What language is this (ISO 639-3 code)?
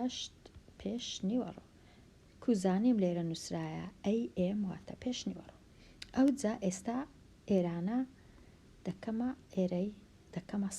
ckb